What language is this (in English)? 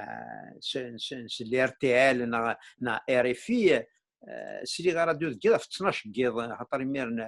Kabyle